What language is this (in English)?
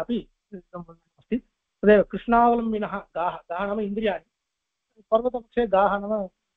Sanskrit